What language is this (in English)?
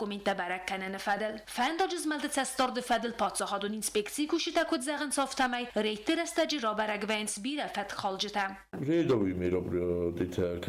Ossetic